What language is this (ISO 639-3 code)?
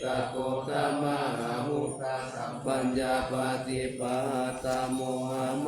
pli